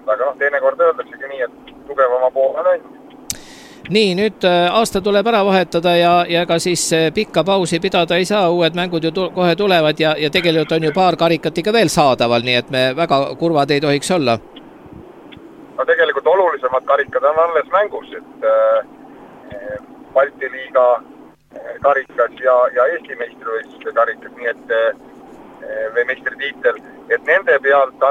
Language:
Estonian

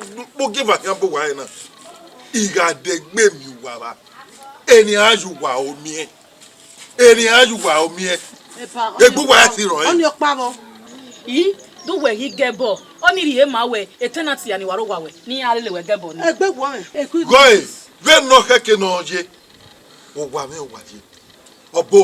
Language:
Bini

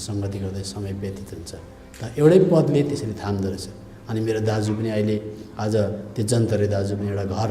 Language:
Nepali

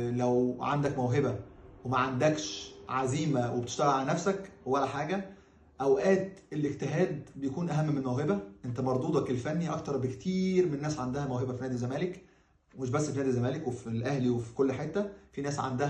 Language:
Egyptian Arabic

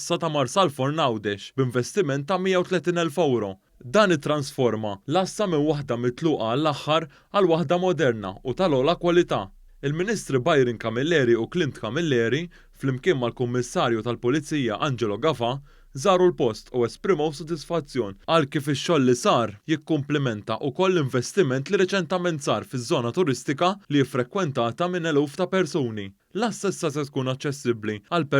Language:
Maltese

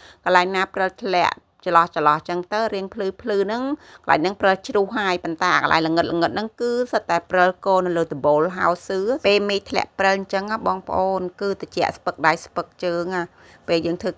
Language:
Khmer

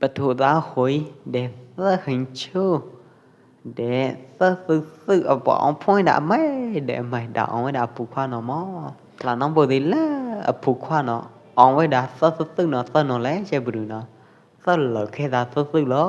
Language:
Pwo Eastern Karen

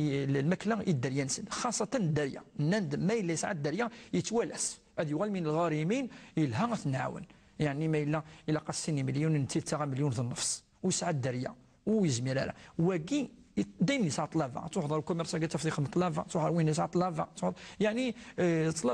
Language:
Moroccan Arabic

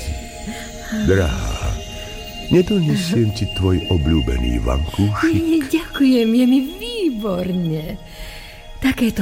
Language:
Slovak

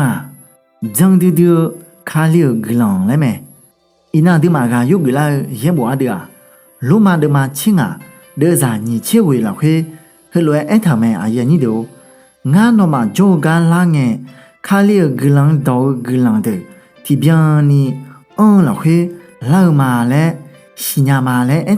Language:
Akha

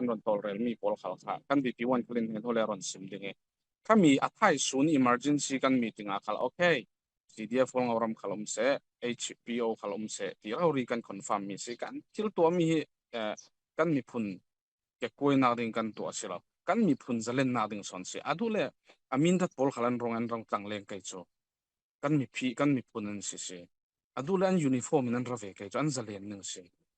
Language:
Falam Chin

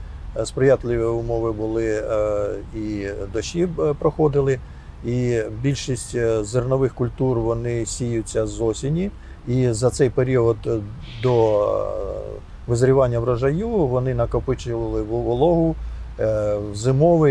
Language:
Ukrainian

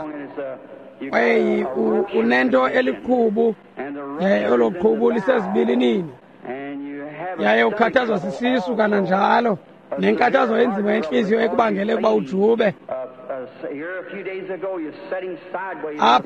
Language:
Xhosa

